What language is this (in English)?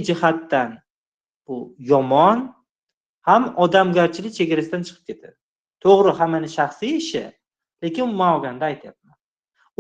Uzbek